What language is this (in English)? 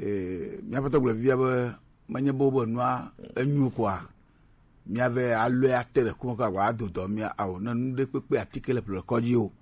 Gen